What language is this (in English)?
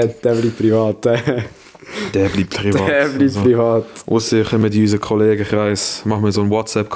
Swiss German